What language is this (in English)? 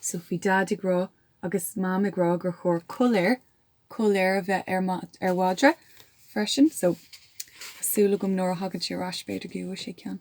Irish